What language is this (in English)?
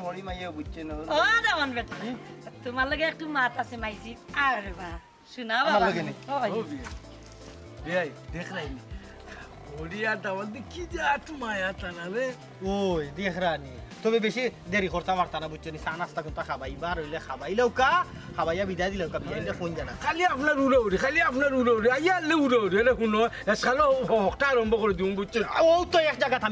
Sylheti